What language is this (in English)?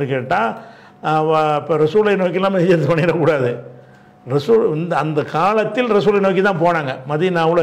Tamil